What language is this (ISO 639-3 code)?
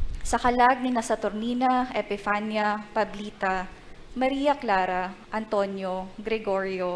bik